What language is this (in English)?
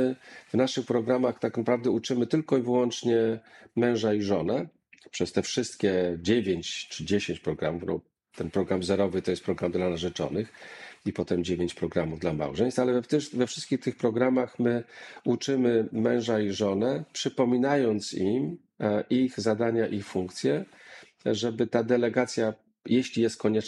Polish